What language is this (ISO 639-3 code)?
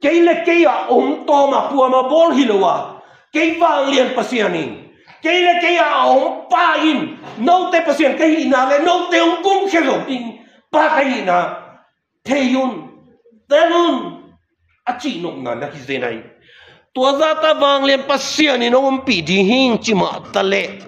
ctd